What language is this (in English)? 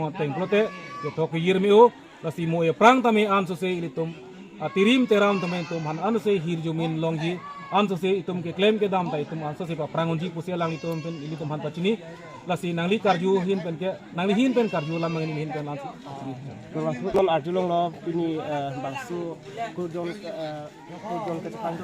Karbi